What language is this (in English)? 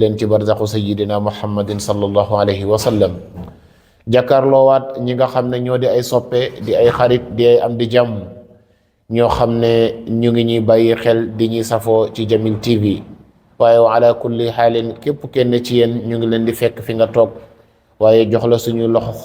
Wolof